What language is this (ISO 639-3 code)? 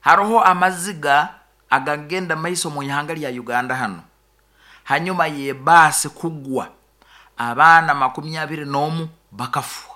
nyo